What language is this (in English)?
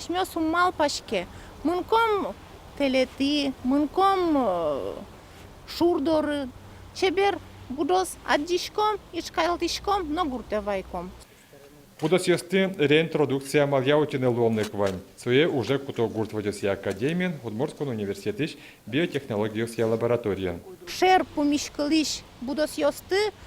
Udmurt